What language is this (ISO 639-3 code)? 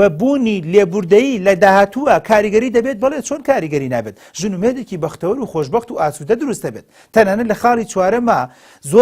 ckb